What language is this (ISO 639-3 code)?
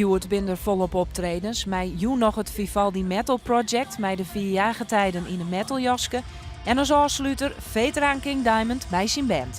fry